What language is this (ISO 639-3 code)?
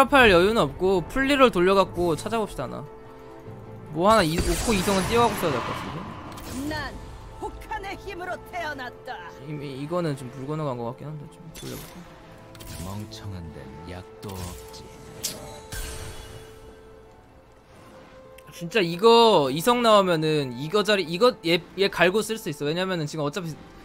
kor